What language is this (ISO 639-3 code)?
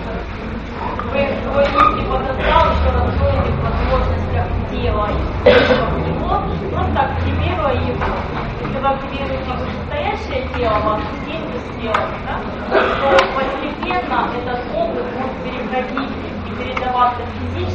rus